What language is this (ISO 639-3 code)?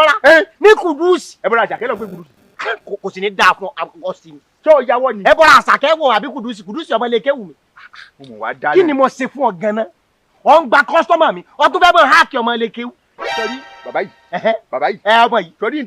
yor